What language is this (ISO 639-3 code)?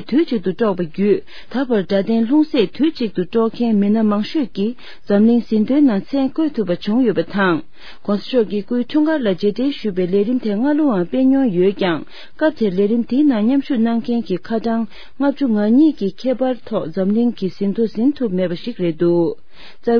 bod